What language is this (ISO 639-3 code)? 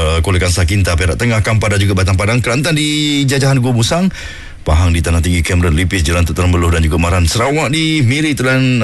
msa